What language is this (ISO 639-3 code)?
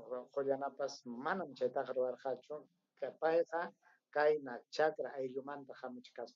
quy